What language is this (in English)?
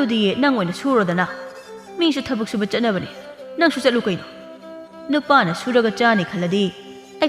Manipuri